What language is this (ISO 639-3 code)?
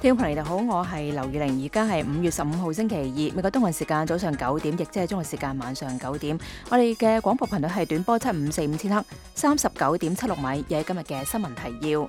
yue